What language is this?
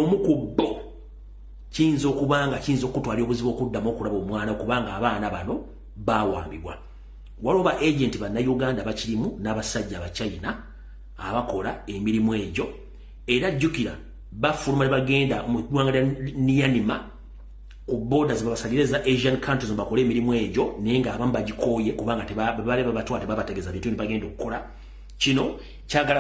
Ganda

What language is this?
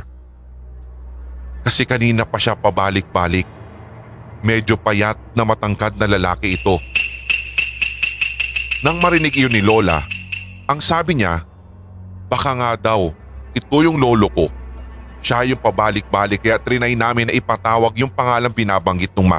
Filipino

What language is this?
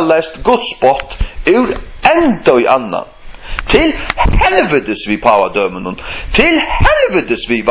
Faroese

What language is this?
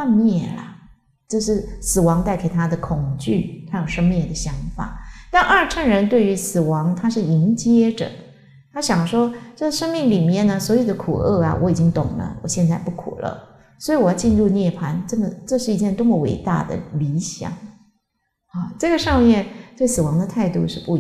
Chinese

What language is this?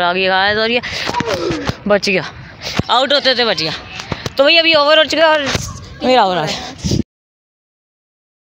Hindi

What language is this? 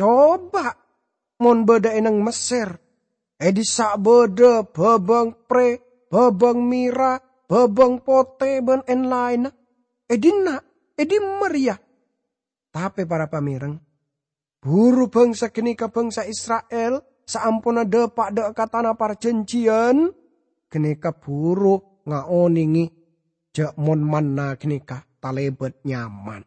Madurese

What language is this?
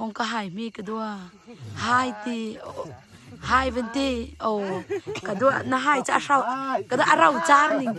Hakha Chin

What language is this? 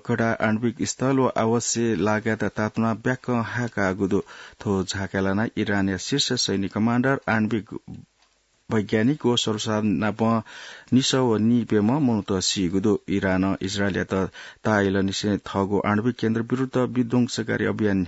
Newari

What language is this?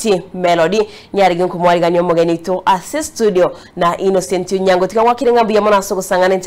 Gusii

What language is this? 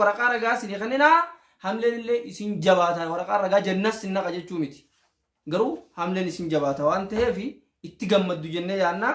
Oromo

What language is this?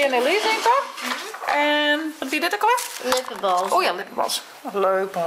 Western Frisian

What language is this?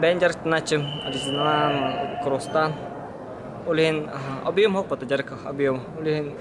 Yakut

